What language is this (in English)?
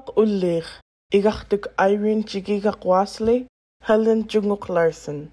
Central Yupik